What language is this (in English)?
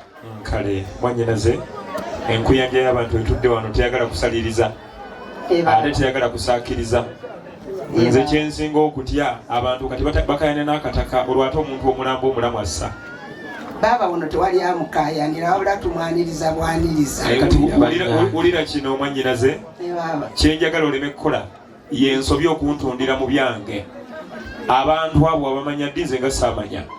Ganda